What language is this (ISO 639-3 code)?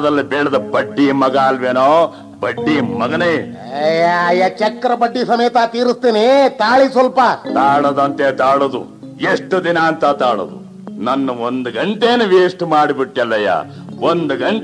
kan